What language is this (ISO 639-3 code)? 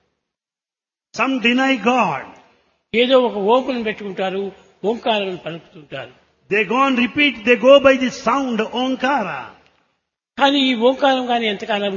tel